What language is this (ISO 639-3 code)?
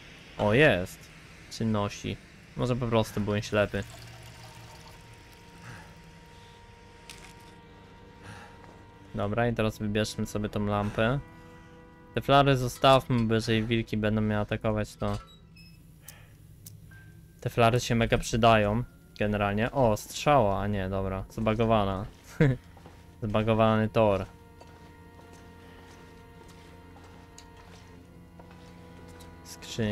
pol